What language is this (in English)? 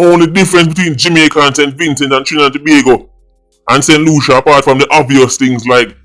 Jamaican Creole English